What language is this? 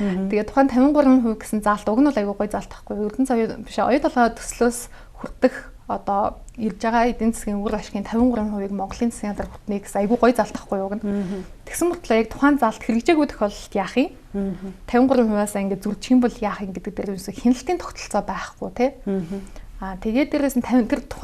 Mongolian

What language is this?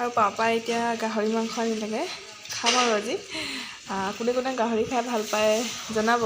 Assamese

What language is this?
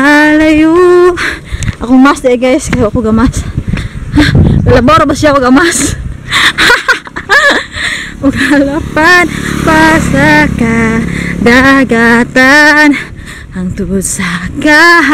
Cebuano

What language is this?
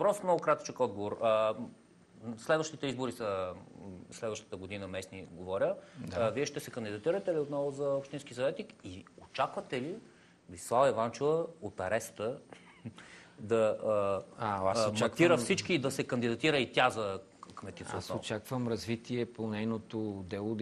Bulgarian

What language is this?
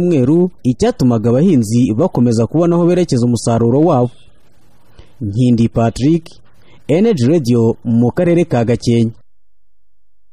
Kinyarwanda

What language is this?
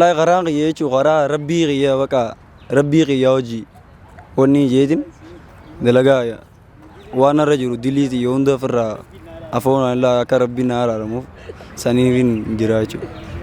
Oromo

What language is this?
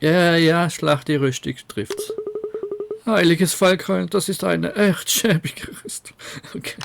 Swiss German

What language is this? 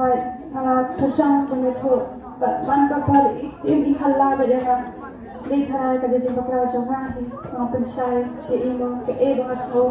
Khasi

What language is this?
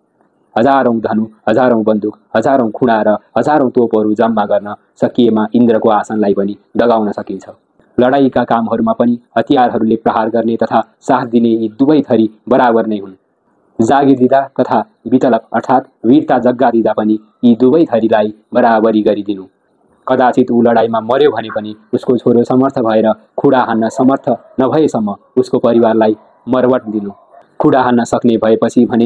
Nepali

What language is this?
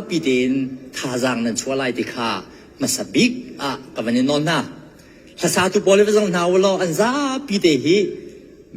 Hakha Chin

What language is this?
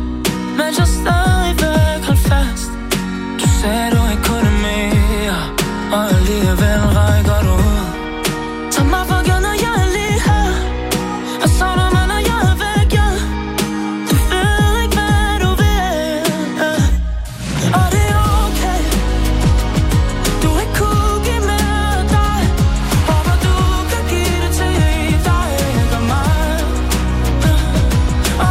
Danish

